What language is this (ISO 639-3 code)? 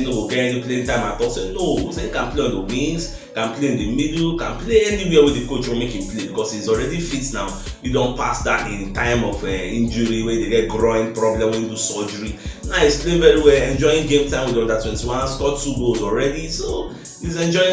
pcm